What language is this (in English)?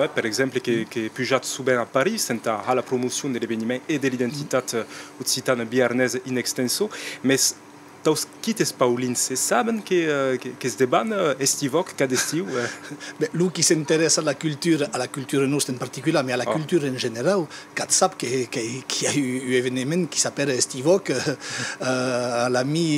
Occitan